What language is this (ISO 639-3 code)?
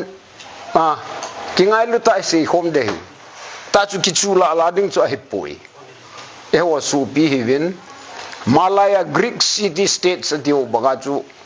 ctd